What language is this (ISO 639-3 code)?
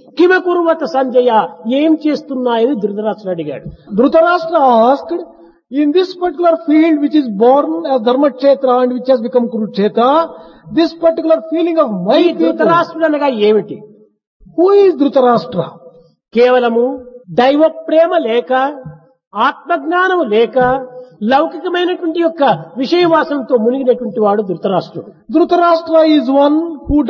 tel